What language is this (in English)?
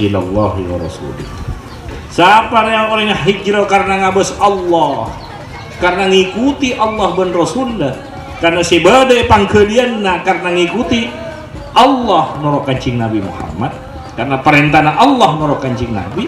Madurese